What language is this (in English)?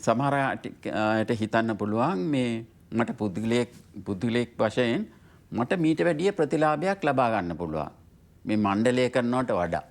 Sinhala